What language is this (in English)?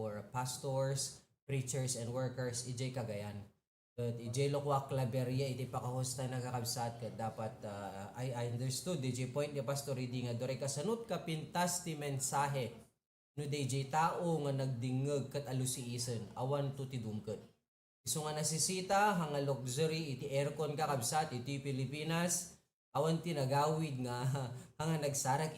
Iloko